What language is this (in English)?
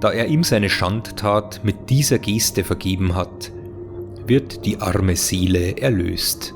Bavarian